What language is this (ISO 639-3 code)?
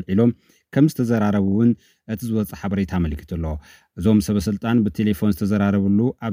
tir